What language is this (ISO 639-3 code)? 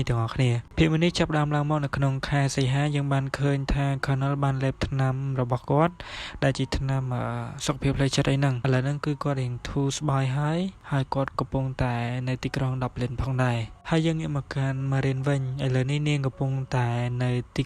khm